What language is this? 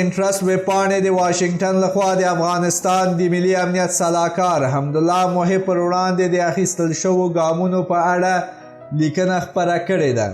Pashto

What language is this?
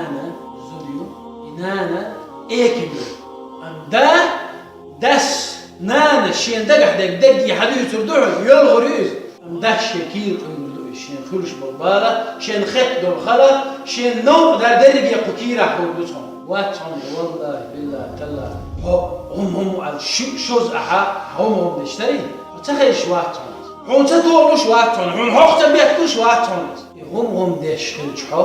Chechen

